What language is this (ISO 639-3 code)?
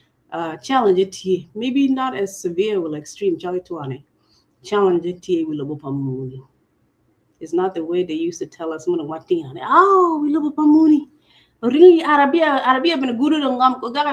ach